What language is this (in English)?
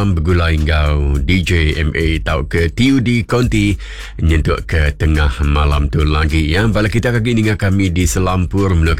Iban